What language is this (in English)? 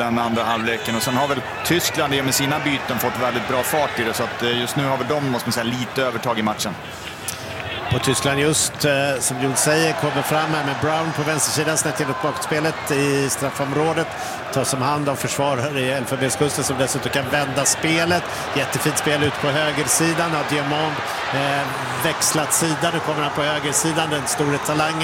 Swedish